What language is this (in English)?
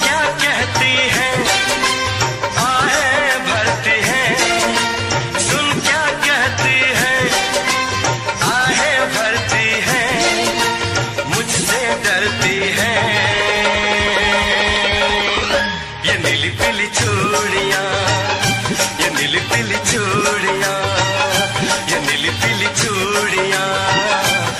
Hindi